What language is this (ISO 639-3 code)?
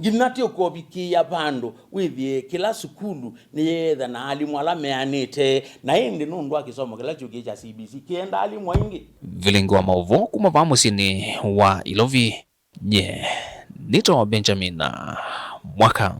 kam